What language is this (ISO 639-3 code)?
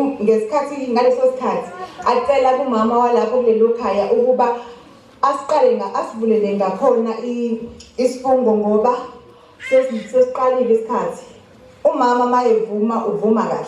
zul